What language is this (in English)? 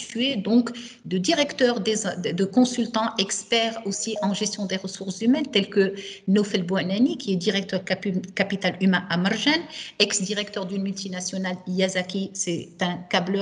French